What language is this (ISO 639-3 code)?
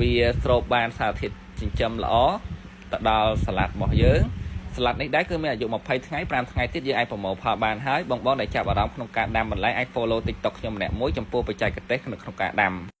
khm